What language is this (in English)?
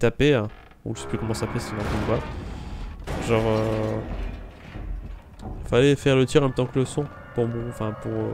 French